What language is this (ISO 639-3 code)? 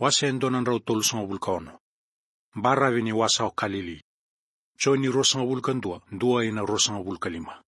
fij